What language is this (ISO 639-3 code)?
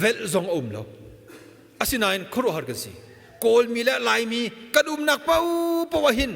cnh